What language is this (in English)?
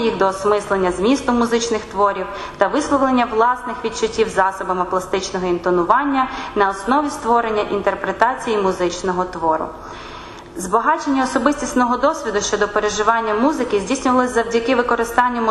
Ukrainian